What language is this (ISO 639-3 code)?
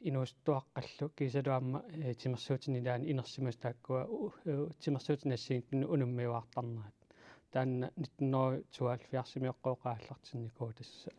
kal